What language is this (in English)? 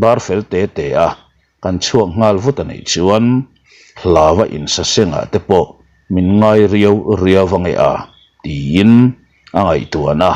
Mizo